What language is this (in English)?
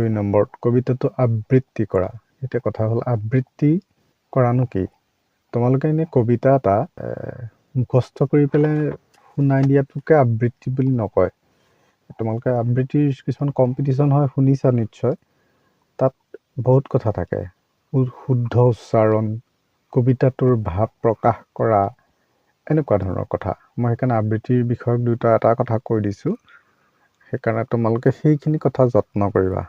Assamese